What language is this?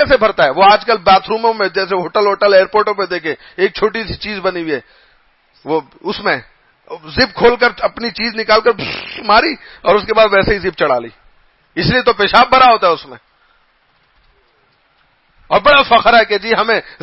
Urdu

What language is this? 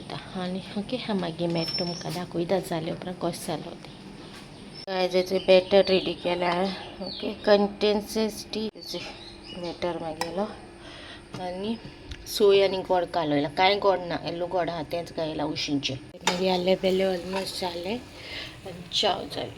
Konkani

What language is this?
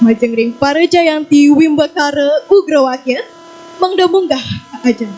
Balinese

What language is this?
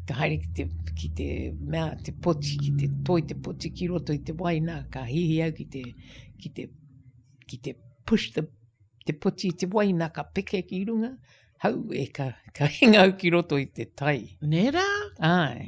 Māori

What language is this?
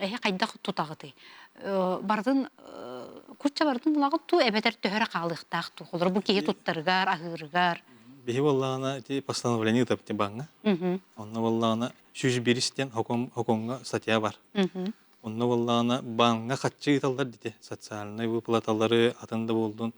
Yakut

